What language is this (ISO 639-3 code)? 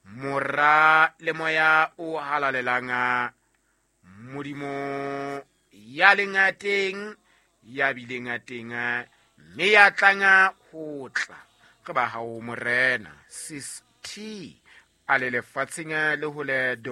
sot